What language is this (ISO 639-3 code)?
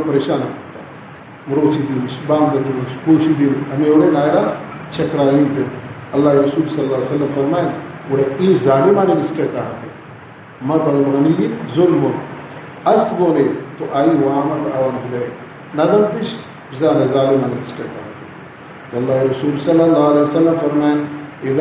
bal